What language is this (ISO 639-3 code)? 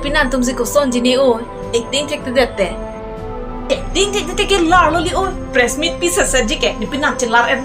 mjw